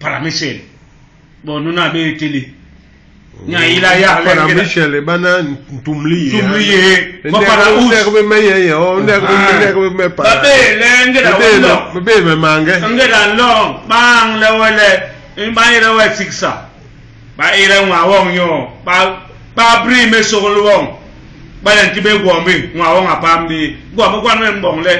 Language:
Basaa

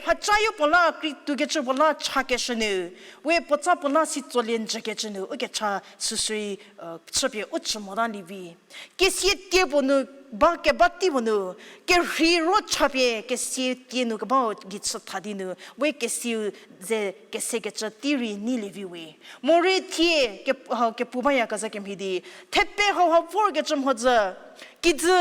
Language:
Angami Naga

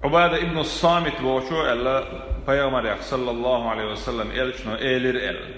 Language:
Chechen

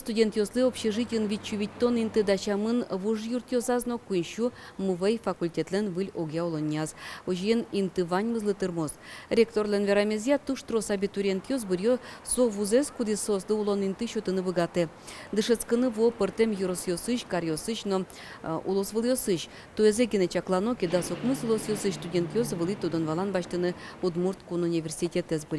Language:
Udmurt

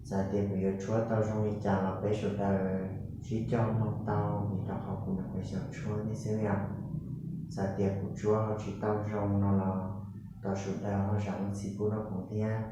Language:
Hmong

